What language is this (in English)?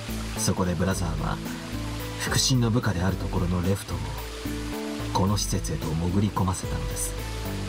Japanese